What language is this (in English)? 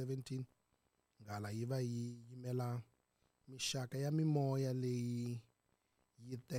Tsonga